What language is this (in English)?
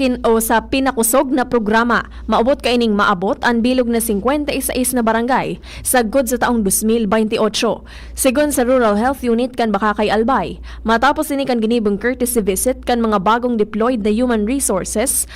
Bikol